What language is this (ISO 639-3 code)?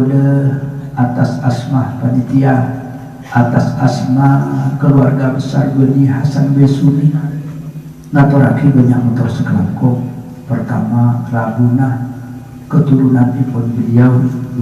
mad